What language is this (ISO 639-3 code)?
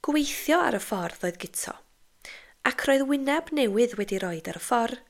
cym